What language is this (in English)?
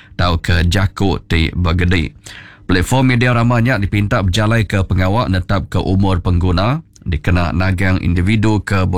Iban